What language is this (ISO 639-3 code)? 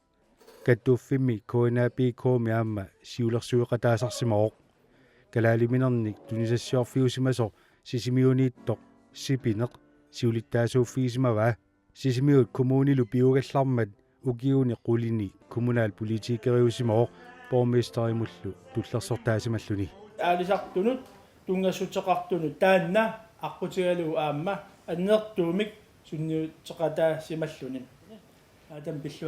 kal